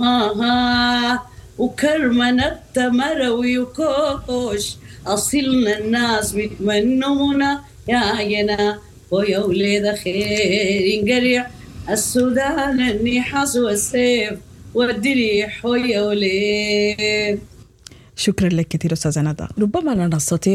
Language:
Sudanese Arabic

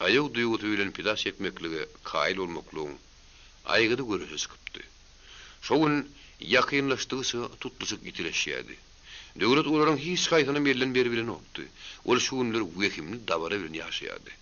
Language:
Turkmen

